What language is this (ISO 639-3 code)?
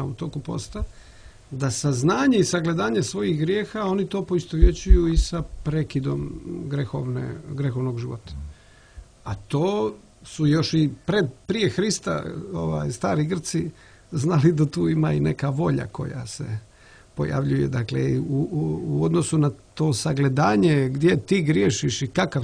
srp